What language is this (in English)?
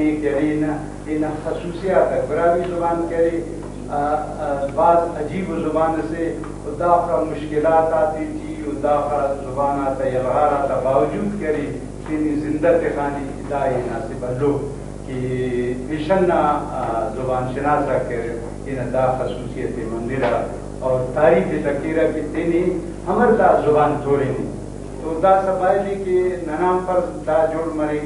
Brahui